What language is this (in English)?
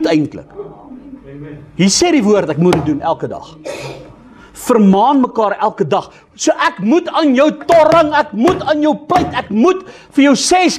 Afrikaans